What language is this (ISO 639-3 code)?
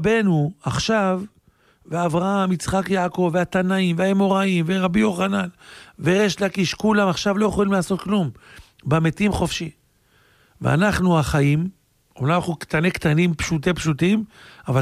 heb